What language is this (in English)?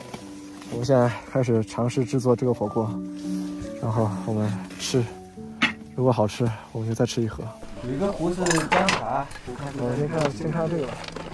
Chinese